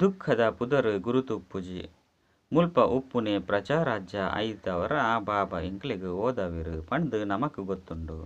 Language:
Tulu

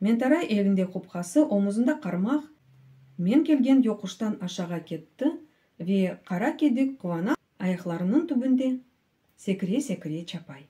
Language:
Crimean Tatar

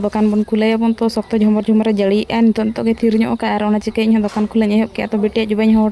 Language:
Santali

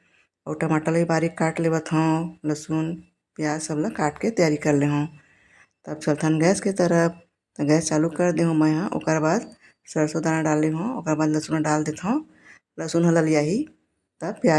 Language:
Chhattisgarhi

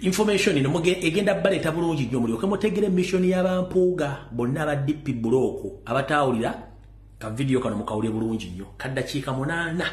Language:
Ganda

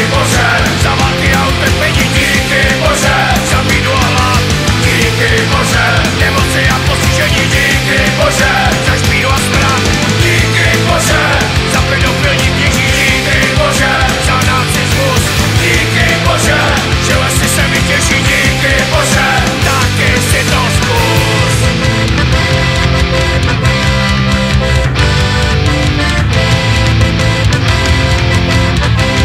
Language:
Czech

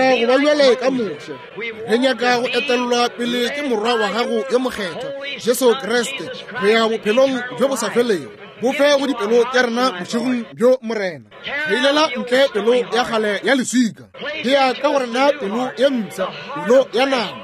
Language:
Northern Sotho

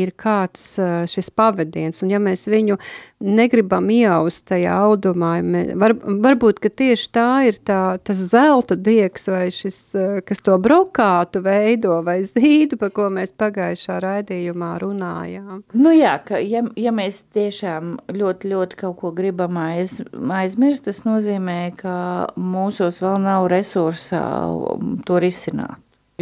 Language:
Latvian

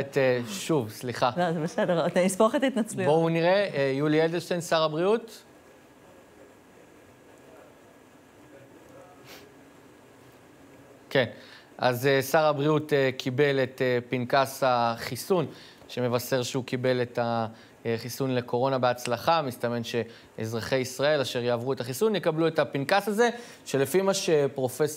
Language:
Hebrew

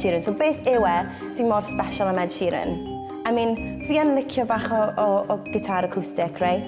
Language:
Welsh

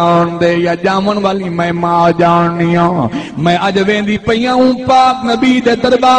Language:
Saraiki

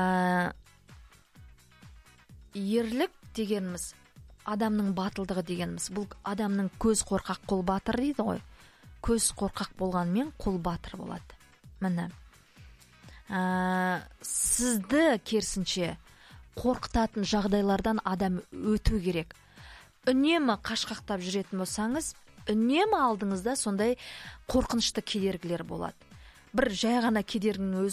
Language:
Kazakh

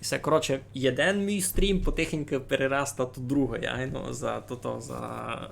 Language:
Rusyn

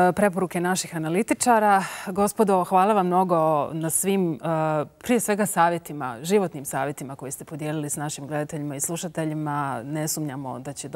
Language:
Bosnian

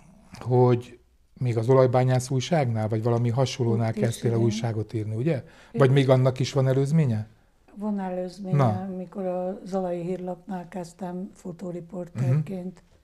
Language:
Hungarian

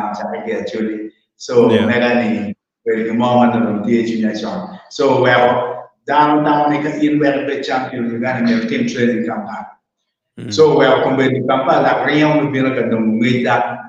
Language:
Acoli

